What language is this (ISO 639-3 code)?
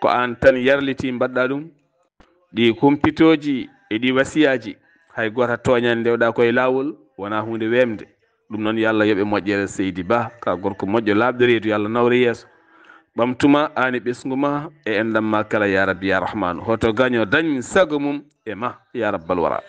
ful